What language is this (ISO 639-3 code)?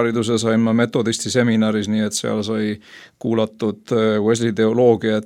est